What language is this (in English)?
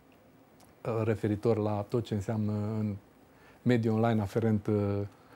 Romanian